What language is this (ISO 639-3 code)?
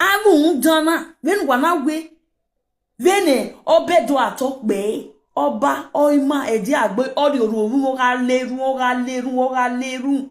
pcm